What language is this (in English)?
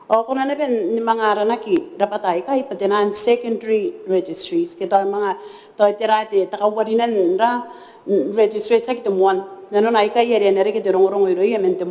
Gilbertese